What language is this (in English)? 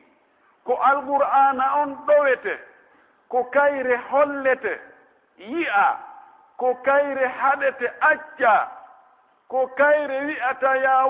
Pular